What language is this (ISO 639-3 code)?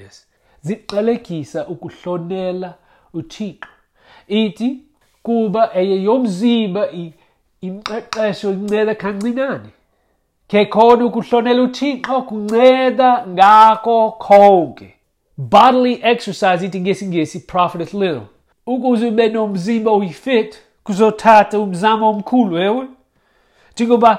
xho